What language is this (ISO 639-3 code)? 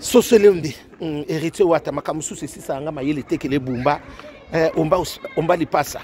lin